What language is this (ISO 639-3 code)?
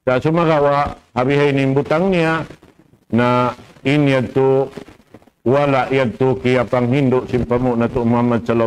tsg